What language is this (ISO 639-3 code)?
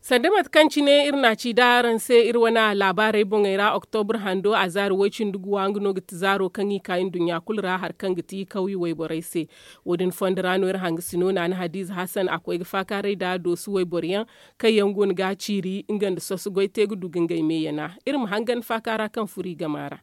dje